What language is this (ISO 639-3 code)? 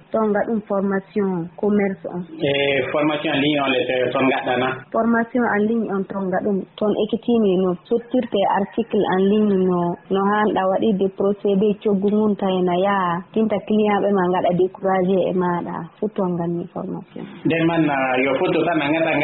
ful